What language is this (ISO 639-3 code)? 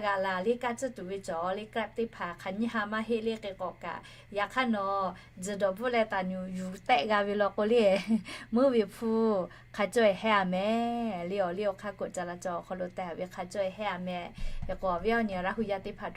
lhu